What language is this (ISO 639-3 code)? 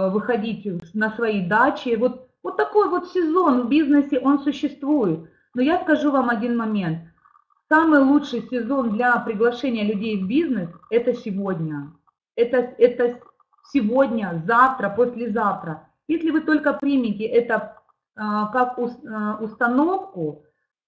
rus